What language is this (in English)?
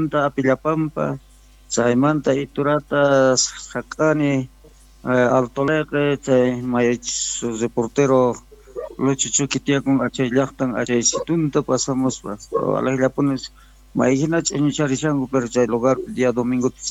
South Bolivian Quechua